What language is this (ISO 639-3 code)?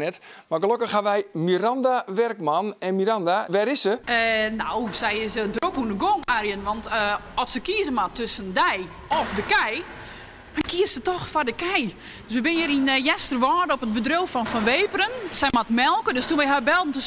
fry